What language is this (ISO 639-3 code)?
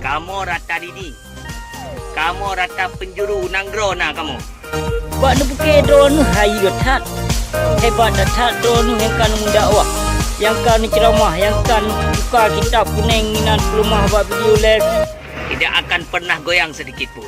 ace